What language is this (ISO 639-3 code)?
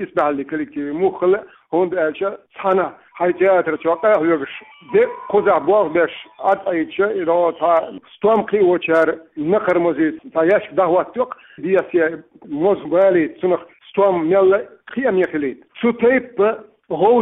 che